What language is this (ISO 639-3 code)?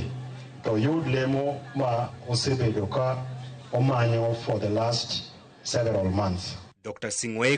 luo